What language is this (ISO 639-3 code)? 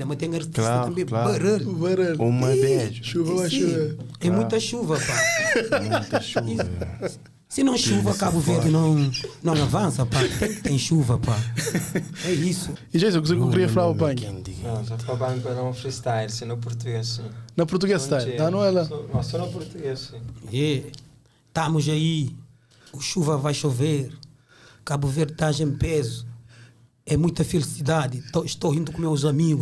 kea